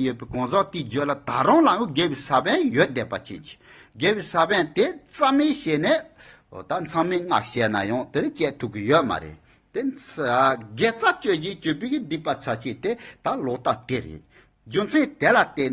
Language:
Tibetan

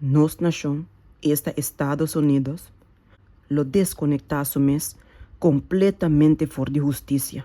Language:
Papiamento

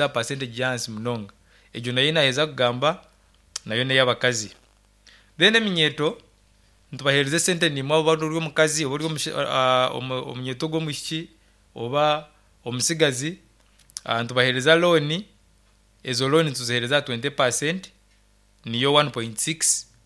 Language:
Nyankole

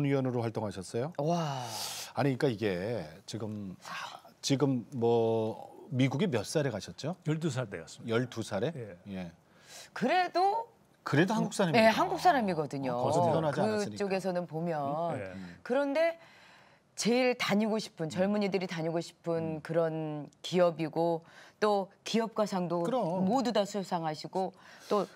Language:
Korean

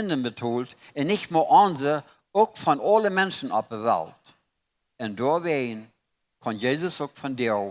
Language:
Plautdietsch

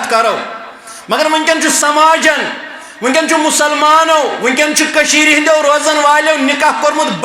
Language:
Kashmiri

